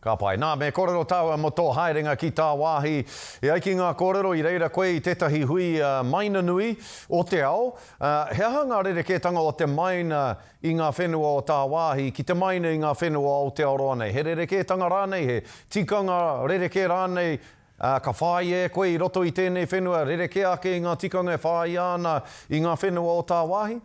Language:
Māori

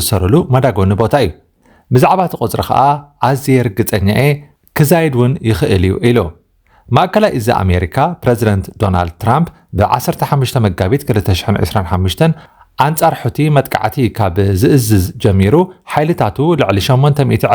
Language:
Tigrinya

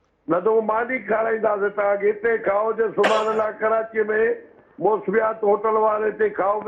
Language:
Sindhi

